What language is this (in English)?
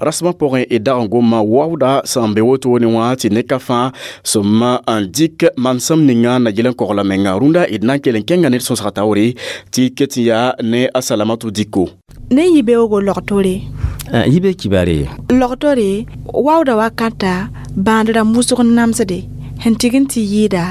Mossi